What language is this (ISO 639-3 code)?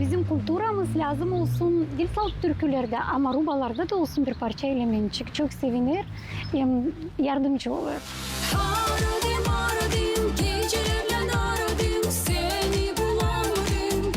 gag